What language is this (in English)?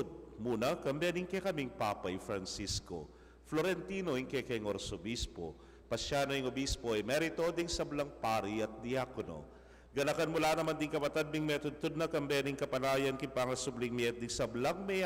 Pampanga